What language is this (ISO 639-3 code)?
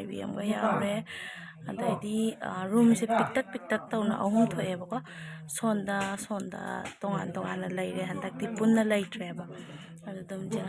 mni